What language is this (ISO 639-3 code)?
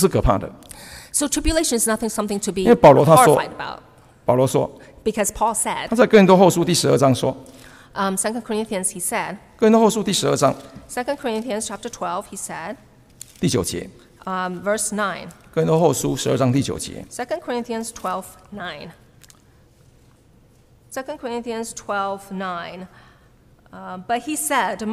zho